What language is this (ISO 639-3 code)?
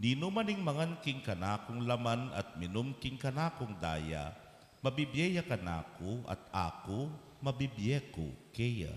pam